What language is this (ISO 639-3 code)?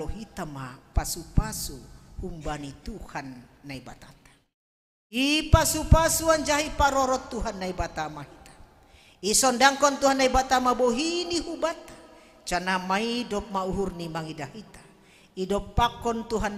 bts